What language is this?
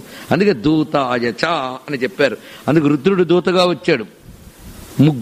Telugu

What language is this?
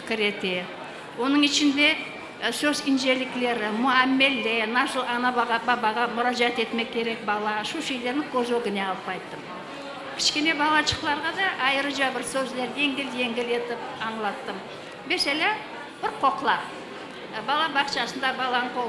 Crimean Tatar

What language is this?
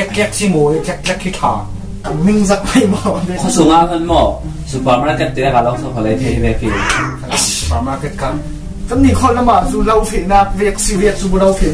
Falam Chin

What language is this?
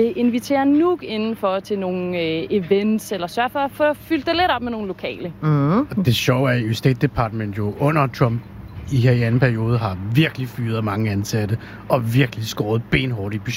Danish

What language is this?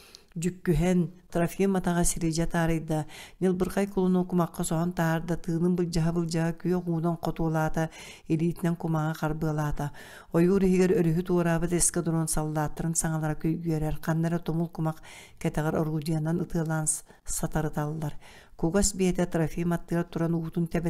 Yakut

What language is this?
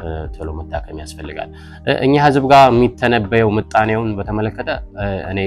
Amharic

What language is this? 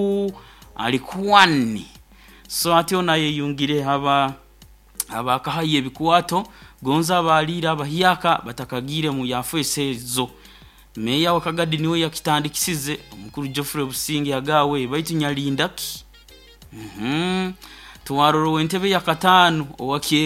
Nyoro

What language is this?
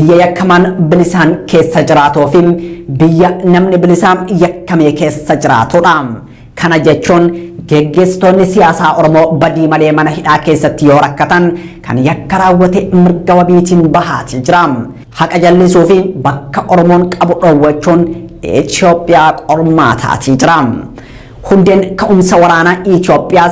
Oromo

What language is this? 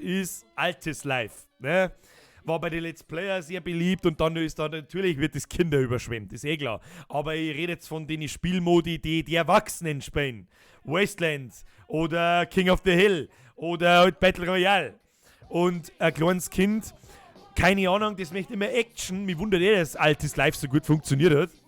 Bavarian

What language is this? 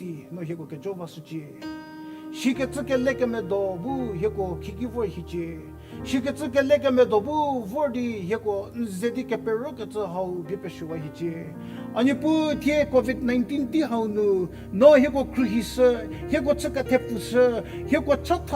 Angami Naga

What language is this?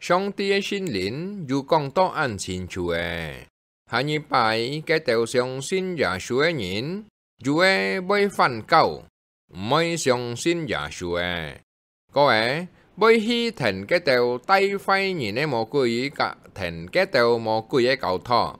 Hakka Chinese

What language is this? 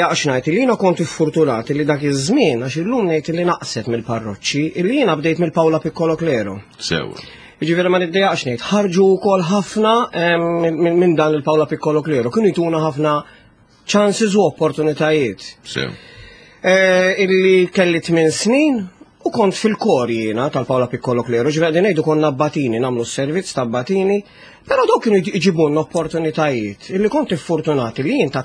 Maltese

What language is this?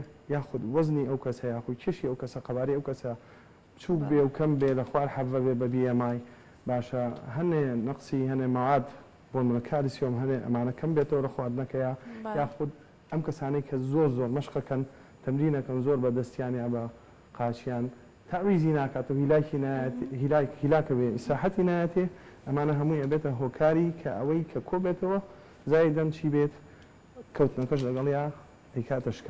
Central Kurdish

